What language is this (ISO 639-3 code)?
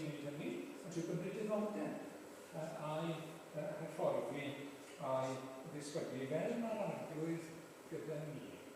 cym